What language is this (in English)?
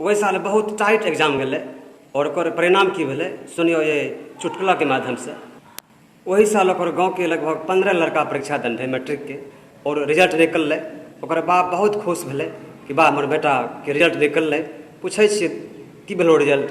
Maithili